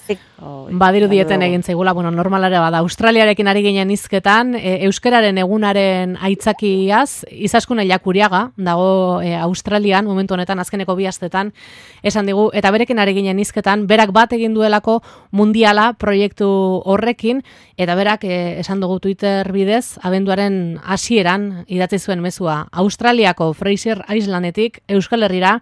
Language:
Basque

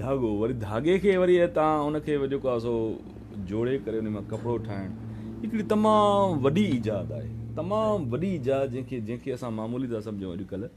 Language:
Sindhi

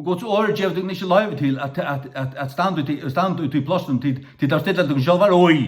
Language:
Faroese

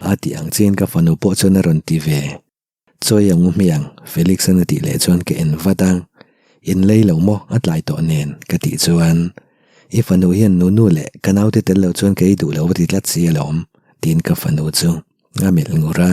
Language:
Mizo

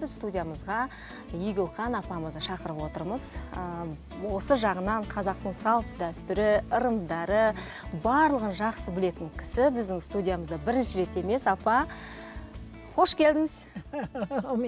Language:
Kazakh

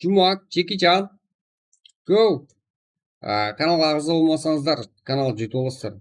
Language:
Kara-Kalpak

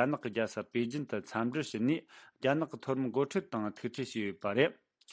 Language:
Tibetan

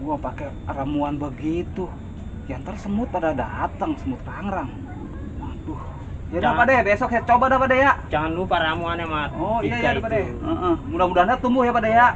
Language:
Betawi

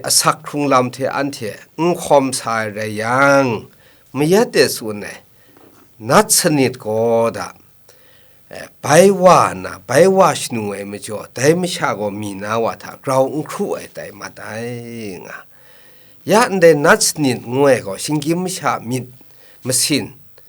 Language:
Kachin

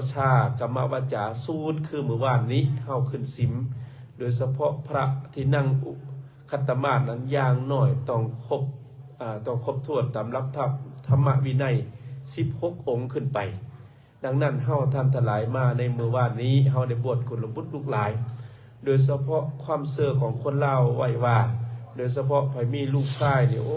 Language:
Lao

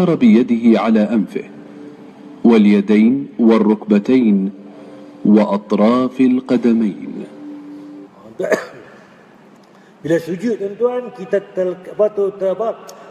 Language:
Malay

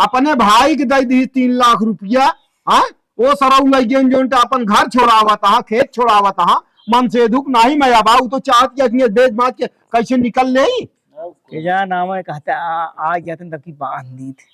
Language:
Awadhi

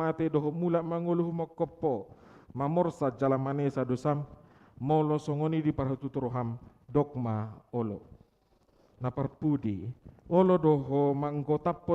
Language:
Batak Toba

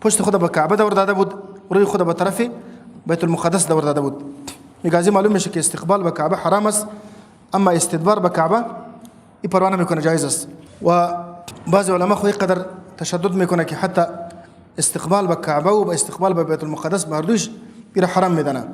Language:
Persian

